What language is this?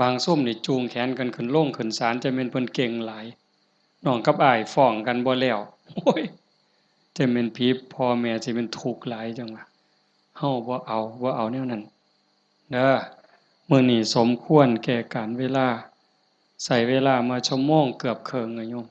Northeastern Thai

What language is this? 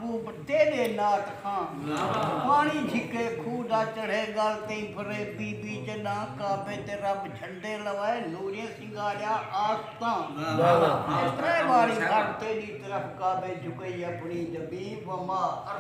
Saraiki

